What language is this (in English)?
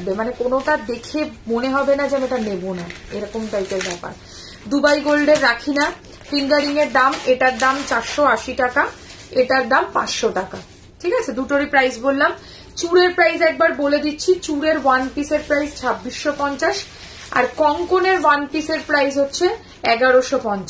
Bangla